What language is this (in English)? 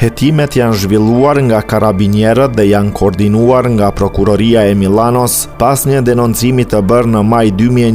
Albanian